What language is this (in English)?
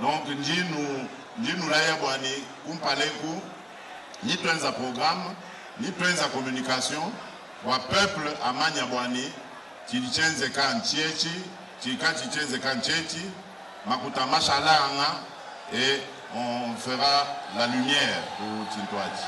Luba-Lulua